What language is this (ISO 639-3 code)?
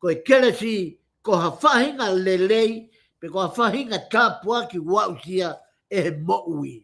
ton